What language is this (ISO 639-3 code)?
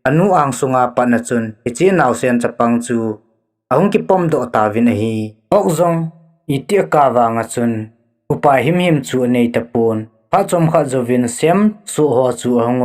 tcz